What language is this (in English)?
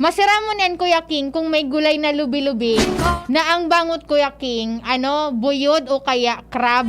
Bikol